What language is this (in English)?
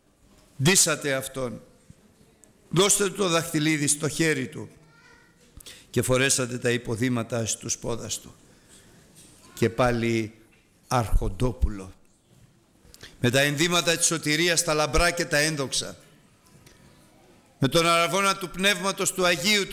Greek